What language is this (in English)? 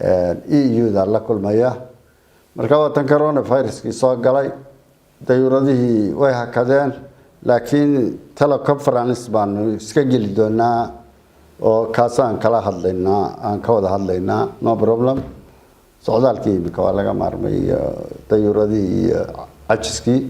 Somali